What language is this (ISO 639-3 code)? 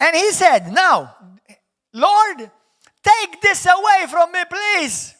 eng